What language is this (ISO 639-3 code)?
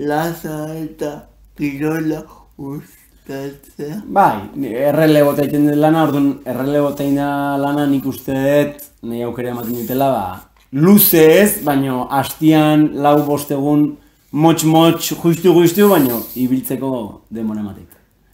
eus